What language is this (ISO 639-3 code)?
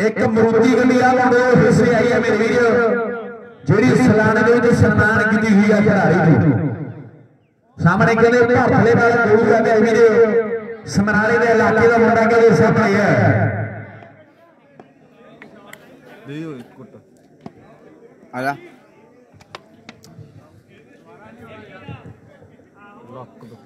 pan